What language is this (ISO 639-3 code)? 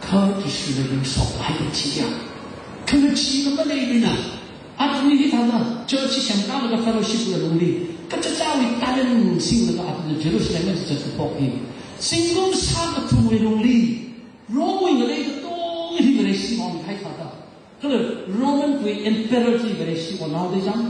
nmf